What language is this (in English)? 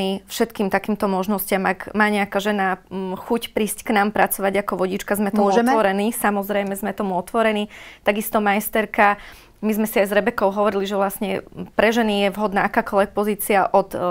Slovak